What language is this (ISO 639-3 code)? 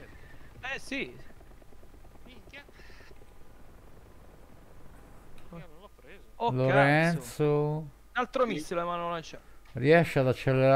ita